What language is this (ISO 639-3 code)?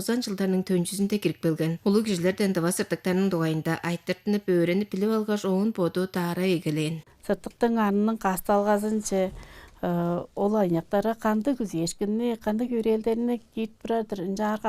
tyv